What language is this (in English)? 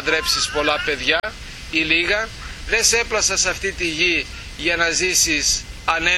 Greek